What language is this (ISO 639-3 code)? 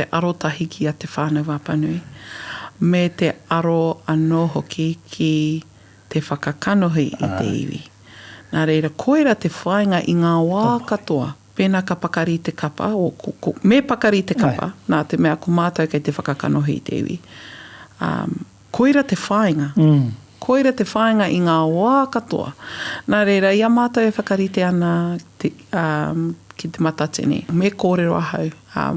mri